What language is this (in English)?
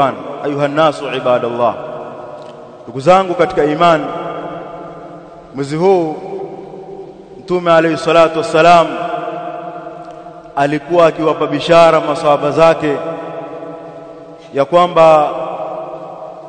Swahili